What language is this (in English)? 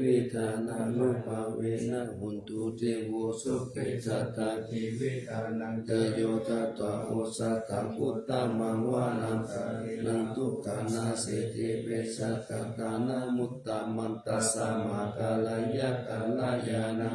Pali